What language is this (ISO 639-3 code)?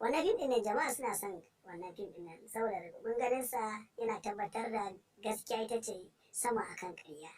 hau